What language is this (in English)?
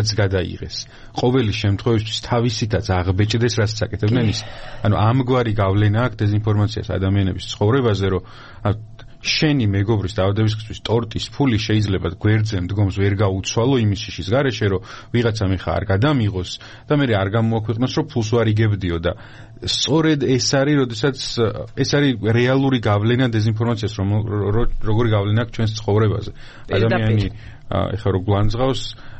Georgian